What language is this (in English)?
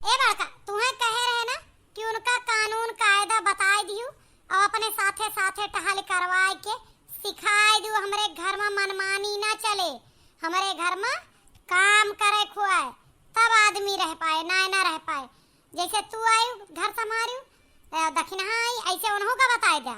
Awadhi